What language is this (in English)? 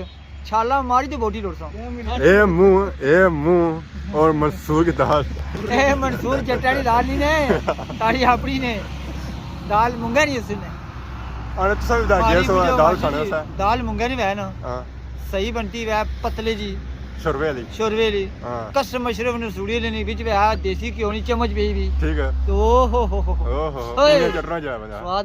Pahari-Potwari